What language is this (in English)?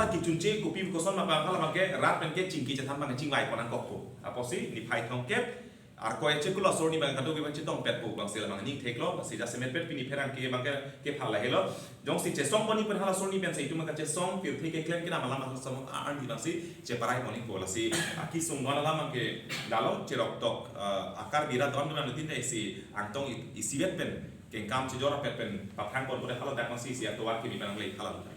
Karbi